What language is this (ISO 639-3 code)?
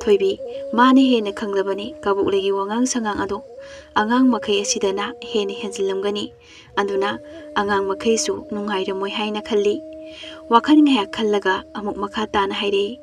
mni